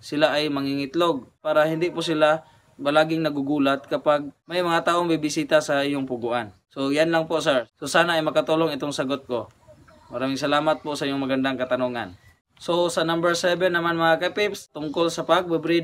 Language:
Filipino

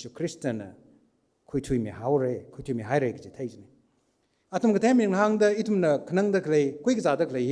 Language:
Tangkhul Naga (India)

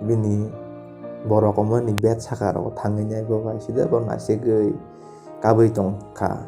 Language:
Kok Borok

